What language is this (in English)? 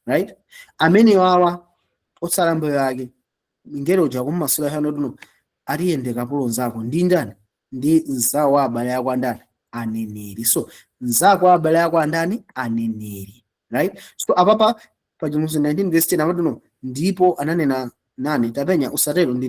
Nyanja